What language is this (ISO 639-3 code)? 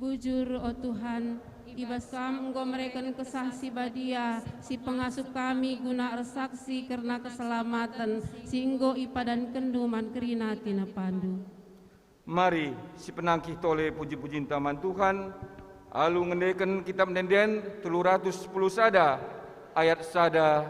btx